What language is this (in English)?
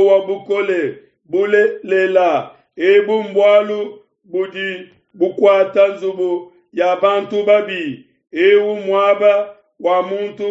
Luba-Lulua